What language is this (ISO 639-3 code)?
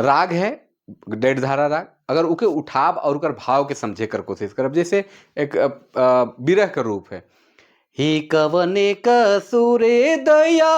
sck